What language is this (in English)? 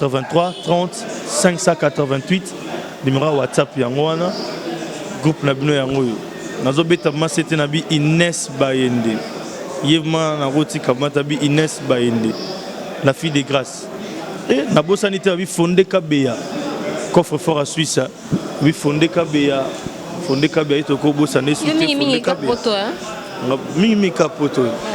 Lingala